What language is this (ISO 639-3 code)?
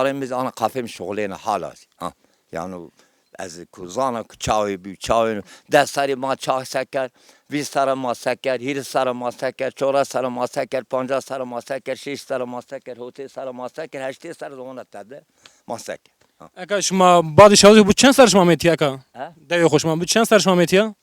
zza